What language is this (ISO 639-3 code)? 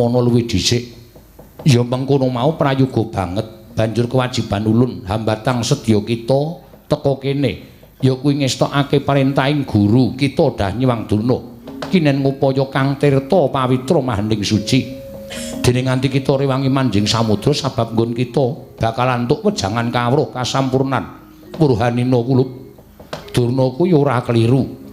jav